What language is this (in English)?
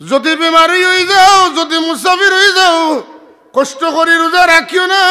Sylheti